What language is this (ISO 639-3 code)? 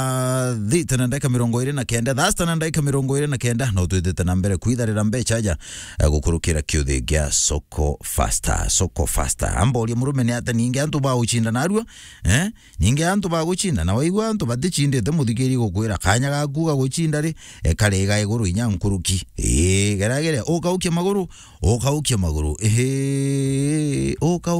mer